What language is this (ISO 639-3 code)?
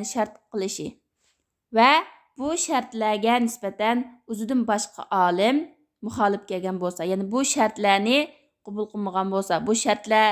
uig